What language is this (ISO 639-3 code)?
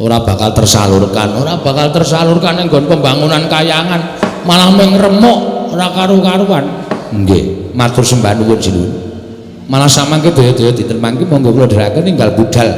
jav